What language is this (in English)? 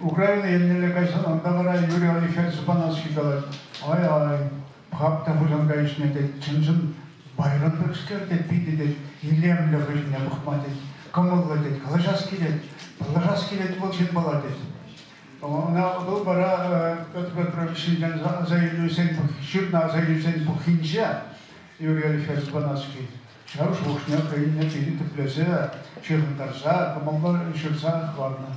Chuvash